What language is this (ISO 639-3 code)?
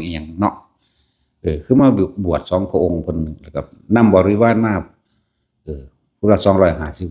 tts